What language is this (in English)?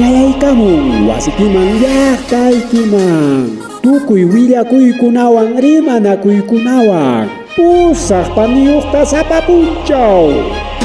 Ayacucho Quechua